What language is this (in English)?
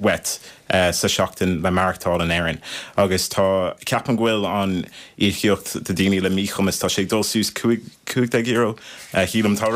Irish